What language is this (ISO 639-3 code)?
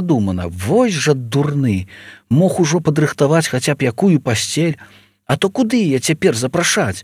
bel